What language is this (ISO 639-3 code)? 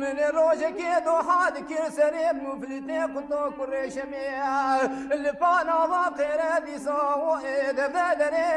kur